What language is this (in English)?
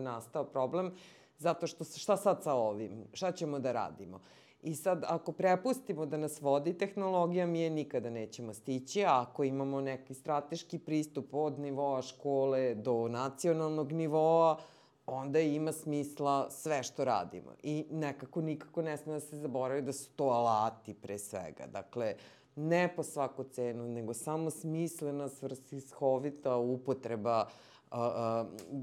Serbian